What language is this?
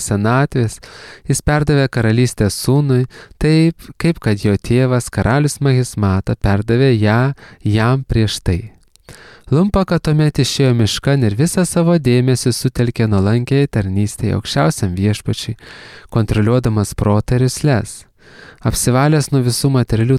Lithuanian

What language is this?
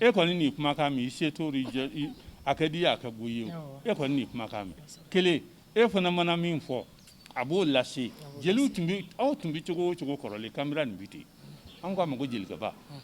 Bambara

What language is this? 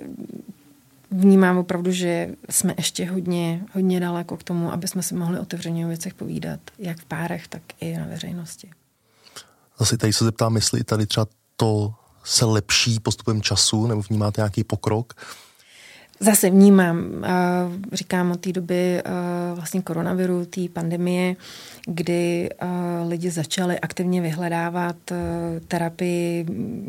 Czech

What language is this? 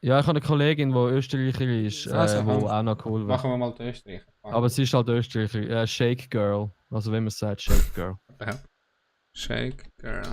Swiss German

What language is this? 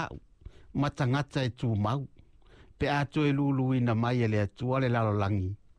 Samoan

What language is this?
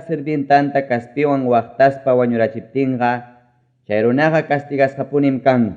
Ayacucho Quechua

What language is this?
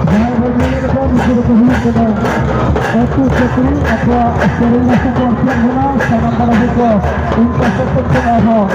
Santali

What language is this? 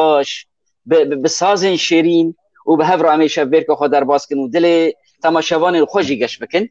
Kurdish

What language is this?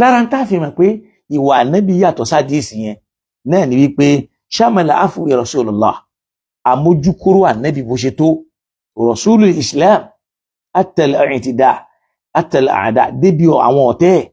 Yoruba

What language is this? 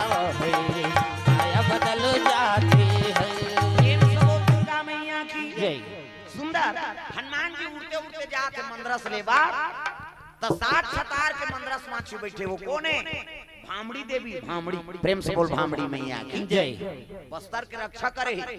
Chhattisgarhi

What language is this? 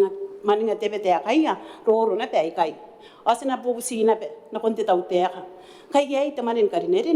Gilbertese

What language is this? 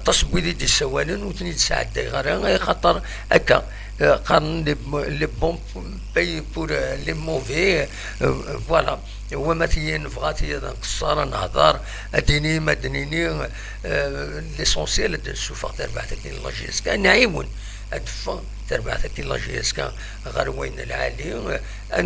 Kabyle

